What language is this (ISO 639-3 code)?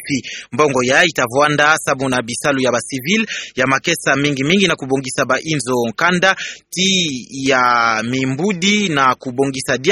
ktu